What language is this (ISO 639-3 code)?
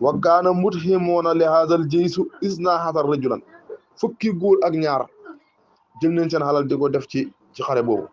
wol